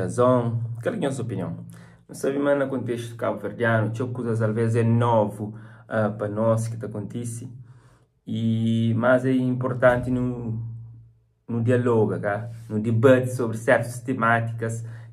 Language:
Kabuverdianu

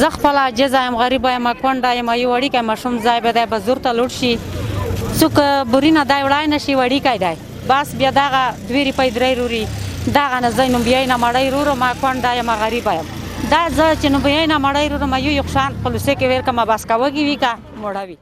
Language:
Pashto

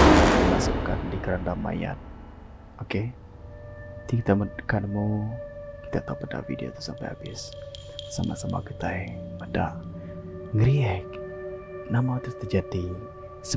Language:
Iban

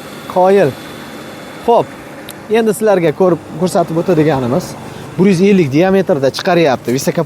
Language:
Uzbek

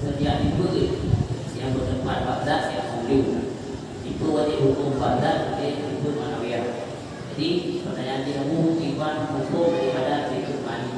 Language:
Achinese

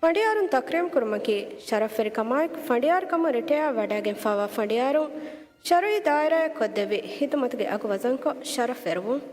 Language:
Divehi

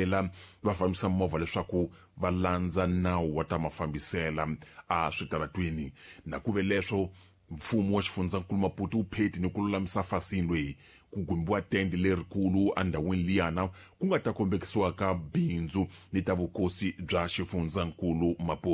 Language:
Tsonga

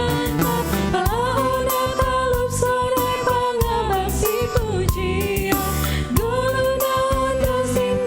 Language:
Batak Simalungun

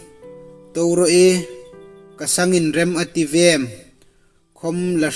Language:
Hmar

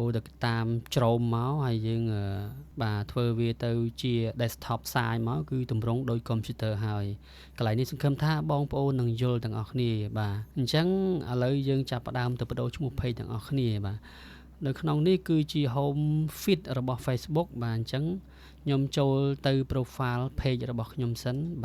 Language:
Khmer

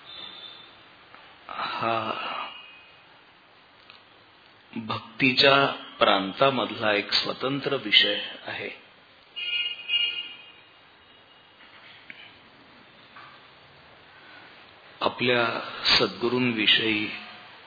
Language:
Marathi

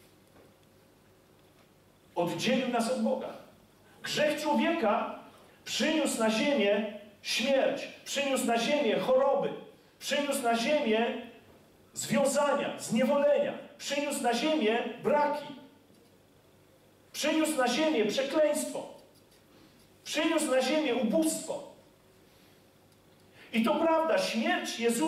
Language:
Polish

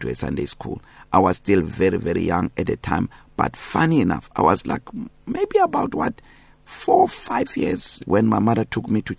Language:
English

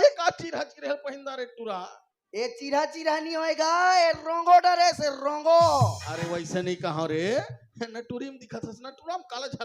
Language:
Chhattisgarhi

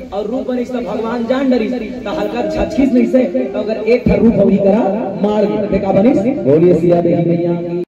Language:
Chhattisgarhi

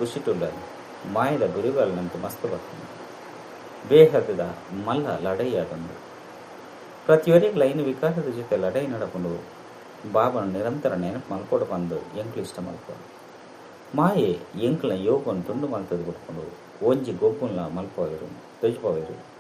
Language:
Tulu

